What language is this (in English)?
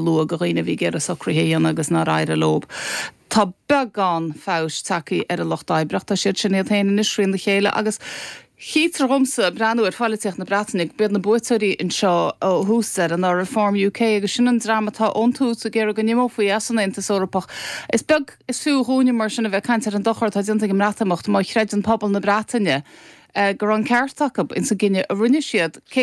Irish